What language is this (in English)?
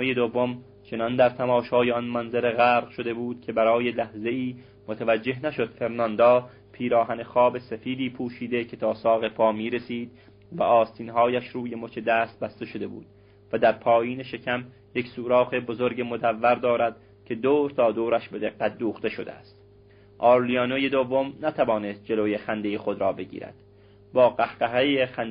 Persian